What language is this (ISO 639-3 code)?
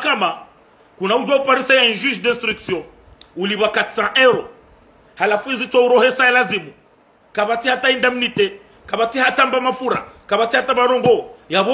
zdj